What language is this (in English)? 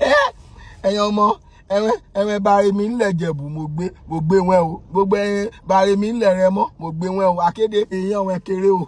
Yoruba